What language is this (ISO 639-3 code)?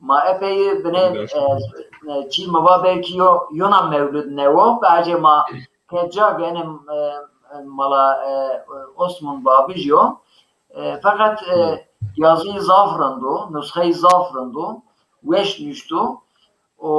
zza